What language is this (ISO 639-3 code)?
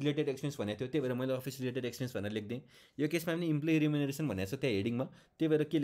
nep